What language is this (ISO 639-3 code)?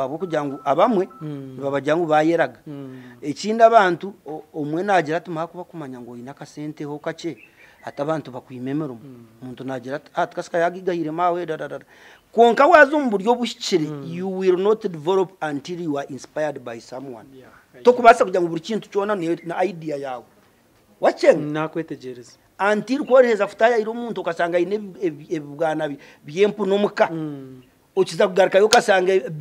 nyn